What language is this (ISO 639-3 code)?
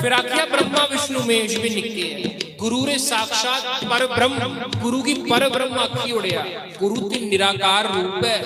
doi